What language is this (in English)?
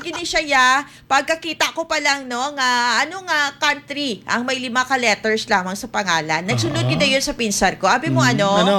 Hiligaynon